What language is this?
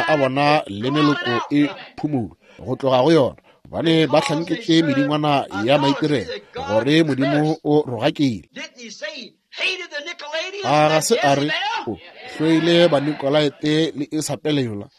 Northern Sotho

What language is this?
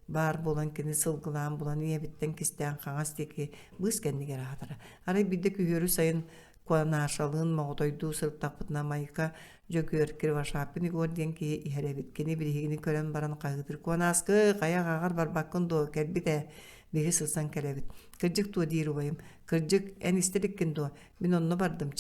Yakut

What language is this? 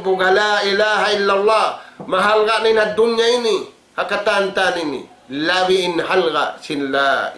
Tausug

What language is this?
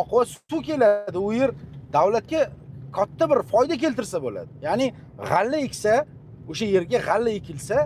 Uzbek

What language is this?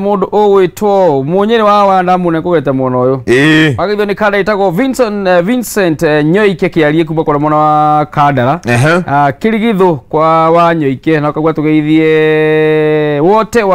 Kikuyu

